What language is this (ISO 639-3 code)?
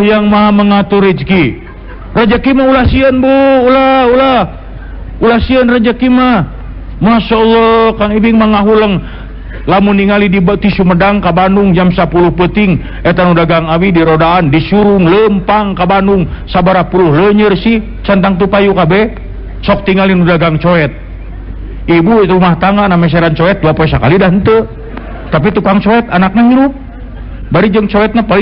sun